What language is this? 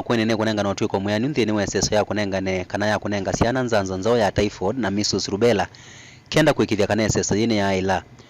Kamba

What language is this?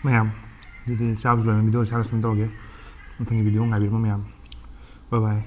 Manipuri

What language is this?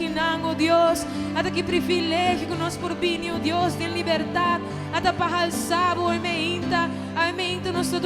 Papiamento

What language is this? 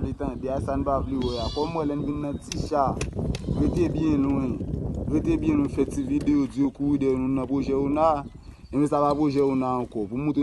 Haitian Creole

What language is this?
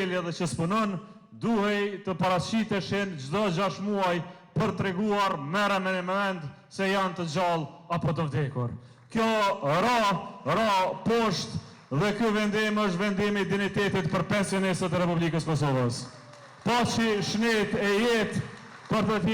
Albanian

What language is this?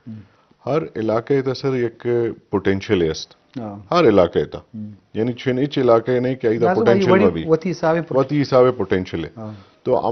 Eastern Balochi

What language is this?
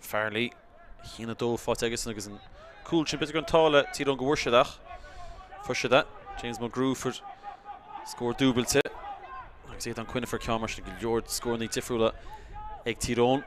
Irish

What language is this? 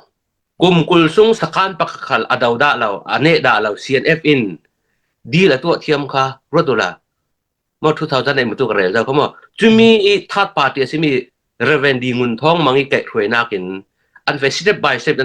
Falam Chin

